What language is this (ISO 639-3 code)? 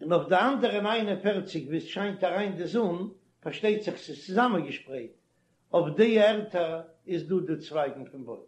yid